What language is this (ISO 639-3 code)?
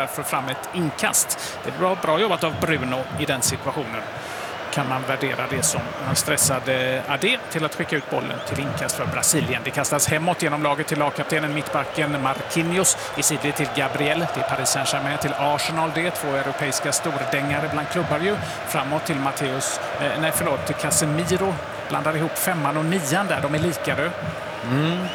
swe